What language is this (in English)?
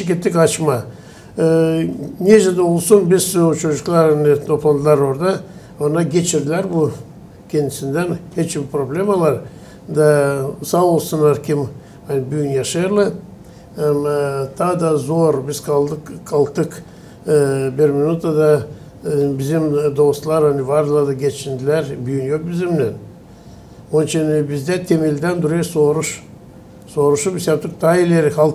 Gagauz